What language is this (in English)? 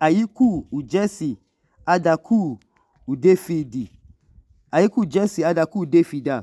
Idoma